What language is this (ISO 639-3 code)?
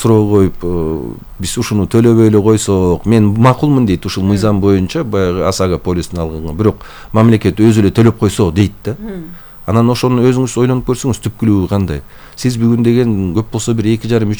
kir